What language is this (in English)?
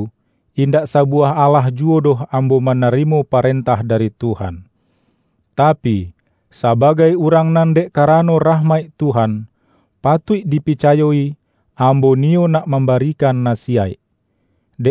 Minangkabau